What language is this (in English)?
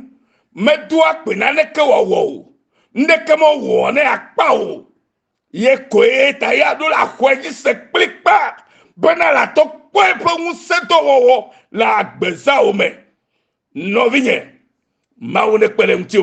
Ewe